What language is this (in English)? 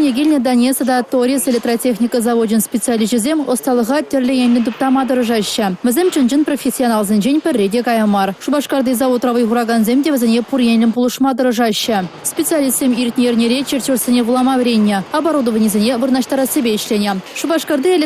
Chuvash